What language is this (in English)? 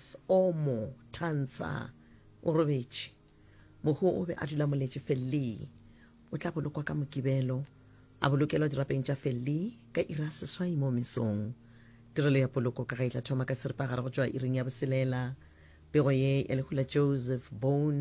Northern Sotho